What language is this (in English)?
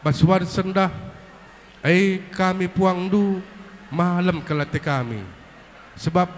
Batak Karo